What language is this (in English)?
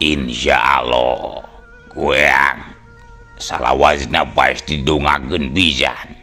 Sundanese